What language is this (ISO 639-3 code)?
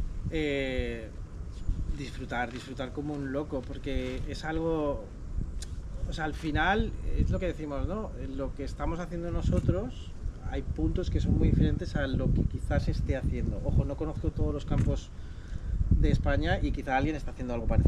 spa